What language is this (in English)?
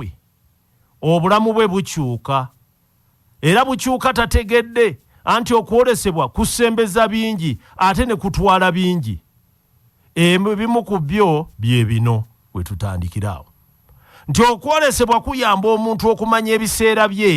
Ganda